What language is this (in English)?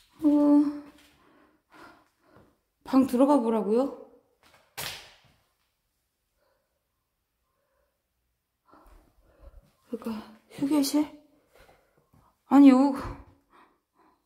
Korean